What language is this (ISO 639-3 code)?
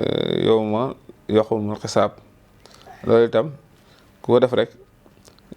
wol